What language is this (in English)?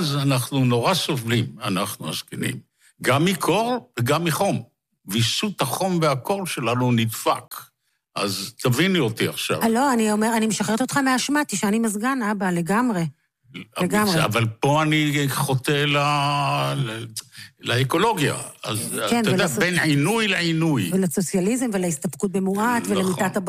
Hebrew